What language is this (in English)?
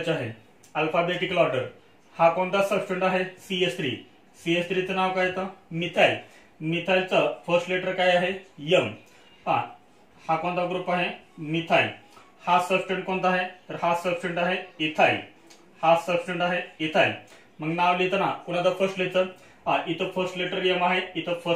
Marathi